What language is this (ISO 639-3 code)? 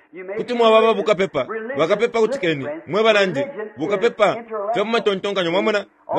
bem